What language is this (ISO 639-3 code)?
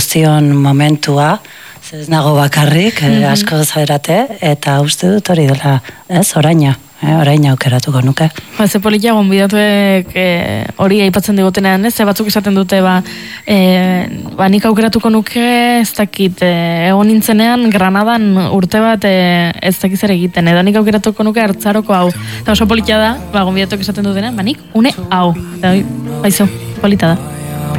eus